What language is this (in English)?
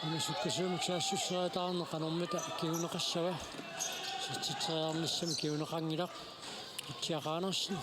Kalaallisut